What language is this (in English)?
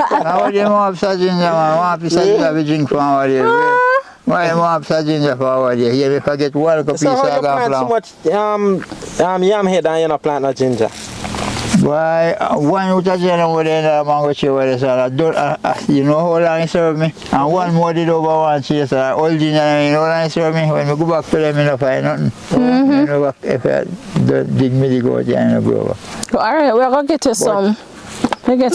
Jamaican Creole English